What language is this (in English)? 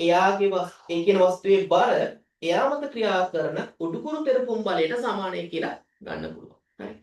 Sinhala